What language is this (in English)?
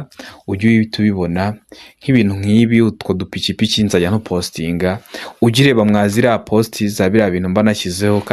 Kinyarwanda